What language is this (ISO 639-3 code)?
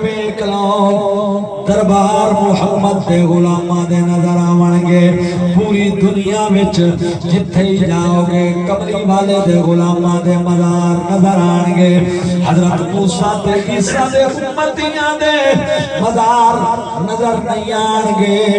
skr